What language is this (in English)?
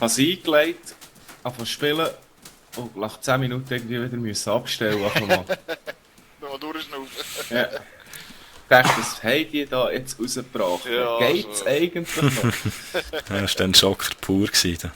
Swiss German